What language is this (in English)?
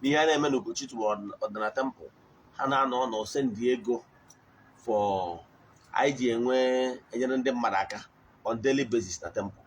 Igbo